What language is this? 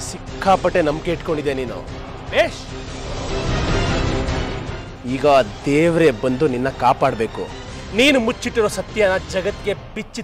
Kannada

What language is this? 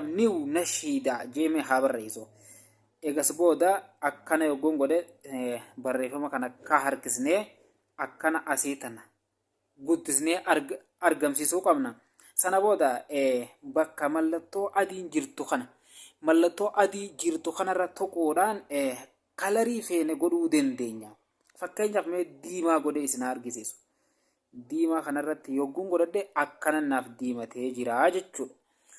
Oromo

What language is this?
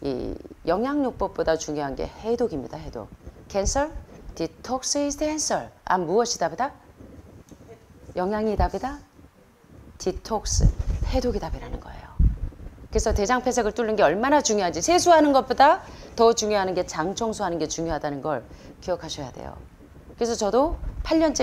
Korean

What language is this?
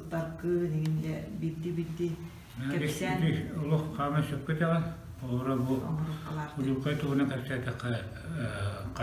Yakut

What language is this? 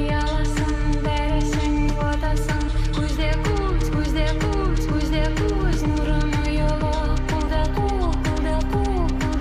Kara-Kalpak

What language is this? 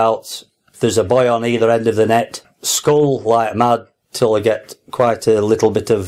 English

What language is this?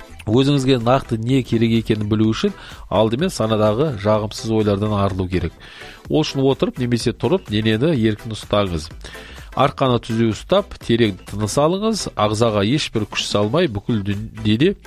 Kazakh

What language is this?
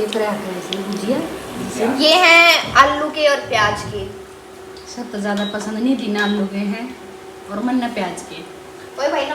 Haryanvi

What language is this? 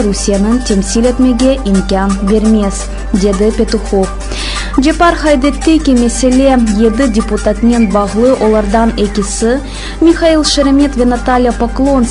Crimean Tatar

